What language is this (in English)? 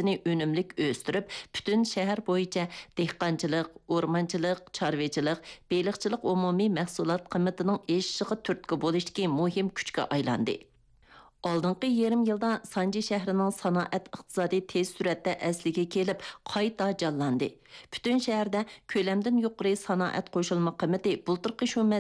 Uyghur